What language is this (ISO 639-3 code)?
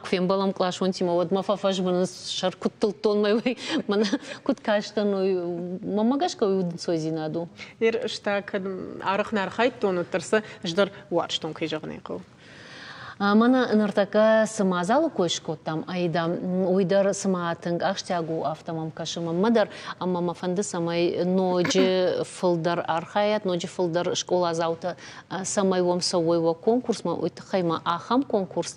oss